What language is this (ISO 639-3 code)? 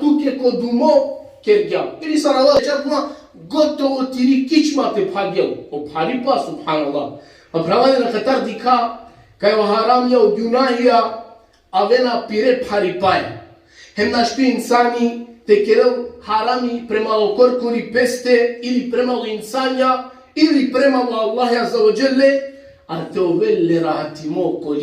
rmn